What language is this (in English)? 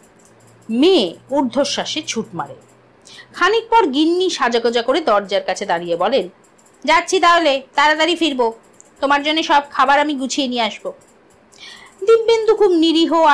Bangla